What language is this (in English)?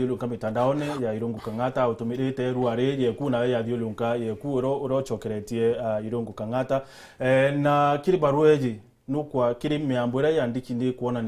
Meru